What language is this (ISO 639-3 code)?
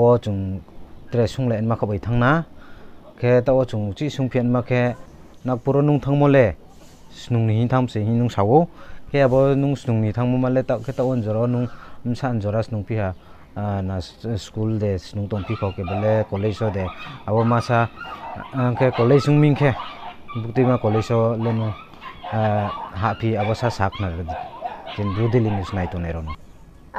ria